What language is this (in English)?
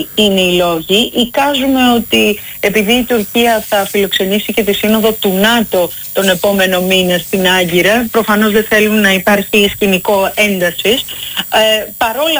Greek